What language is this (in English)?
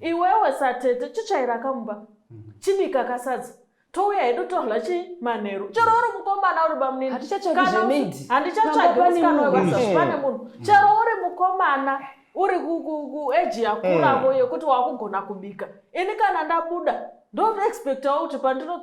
Shona